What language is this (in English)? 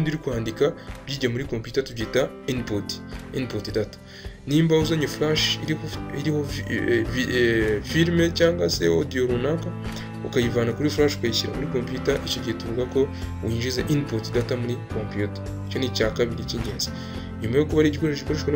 Kinyarwanda